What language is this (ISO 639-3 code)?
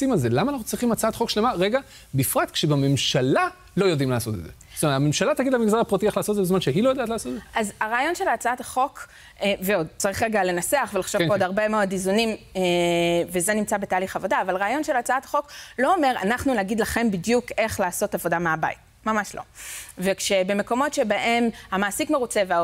heb